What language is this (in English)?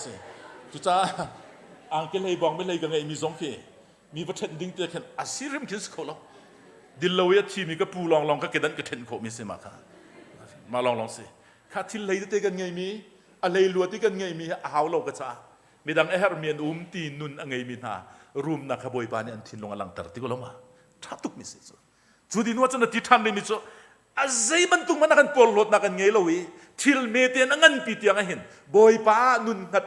Hakha Chin